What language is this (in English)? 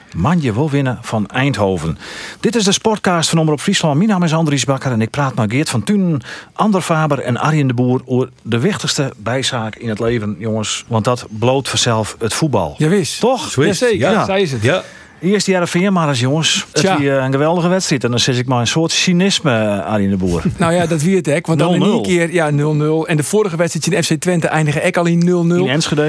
Western Frisian